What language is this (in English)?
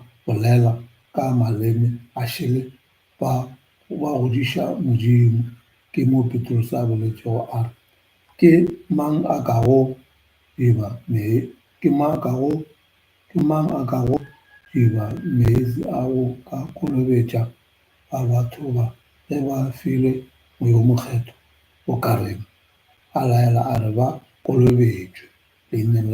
Northern Sotho